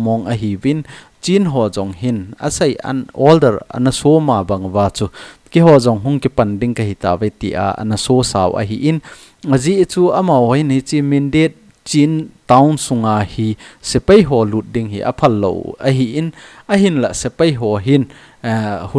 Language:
Thado Chin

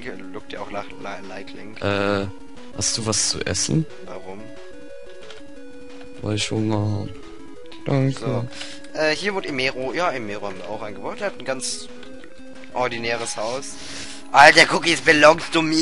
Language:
German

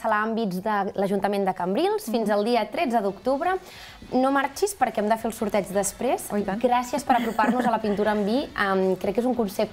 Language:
Catalan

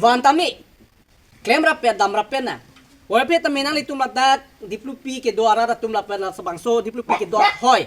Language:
Karbi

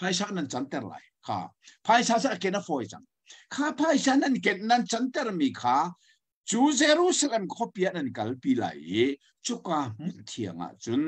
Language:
Hakha Chin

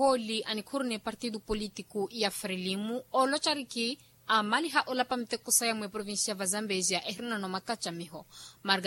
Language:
Makhuwa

